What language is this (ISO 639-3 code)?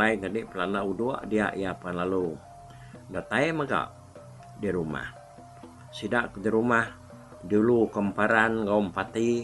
iba